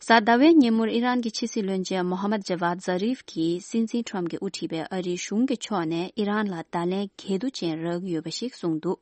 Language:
Tibetan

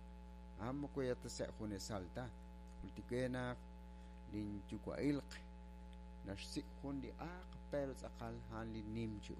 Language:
Kekchí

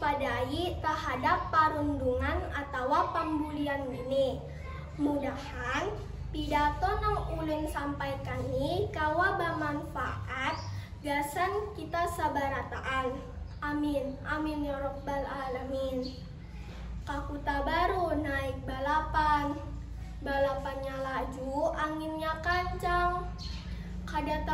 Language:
Banjar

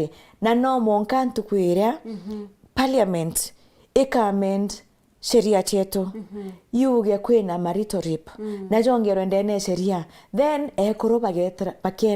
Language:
Meru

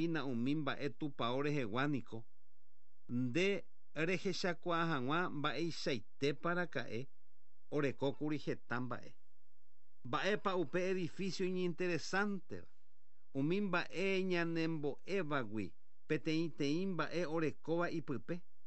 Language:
Guarani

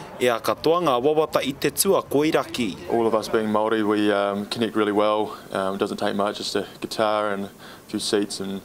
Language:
Māori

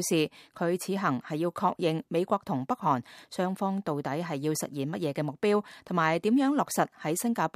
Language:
Cantonese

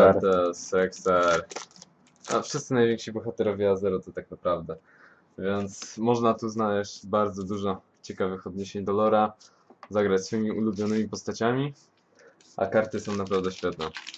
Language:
Polish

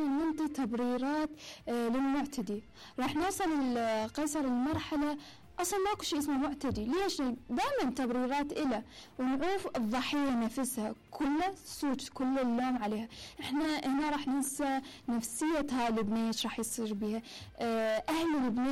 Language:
Mesopotamian Arabic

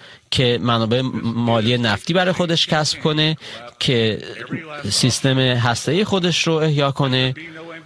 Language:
Persian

